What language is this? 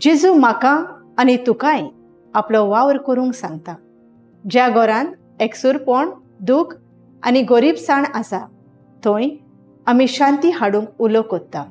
Konkani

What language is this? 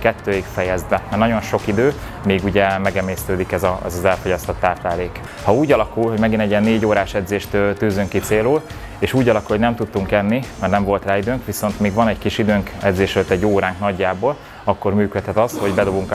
Hungarian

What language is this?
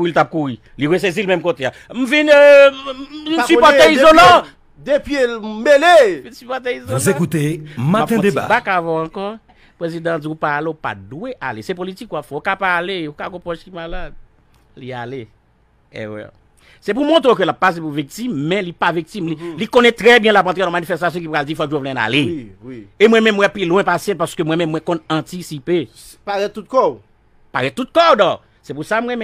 Haitian Creole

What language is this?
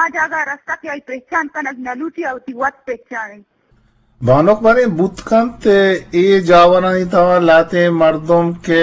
Eastern Balochi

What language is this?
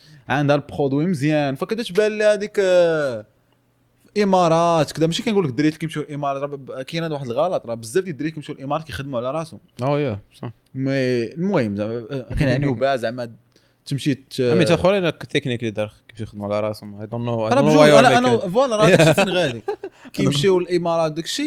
Moroccan Arabic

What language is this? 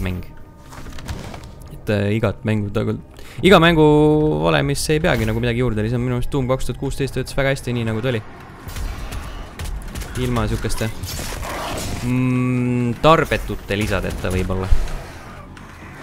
Estonian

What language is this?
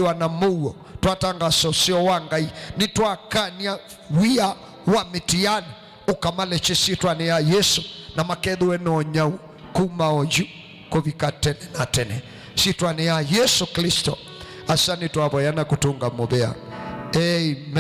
Kamba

